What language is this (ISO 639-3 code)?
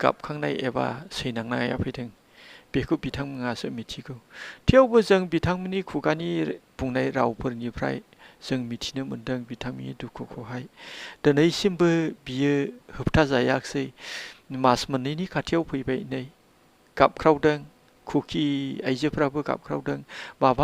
brx